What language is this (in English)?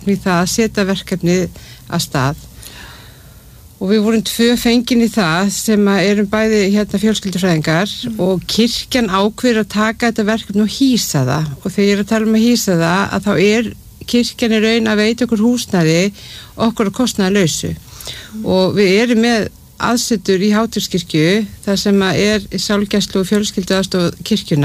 Icelandic